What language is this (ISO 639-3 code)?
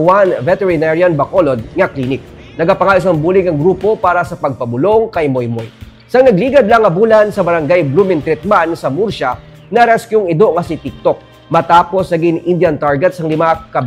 hil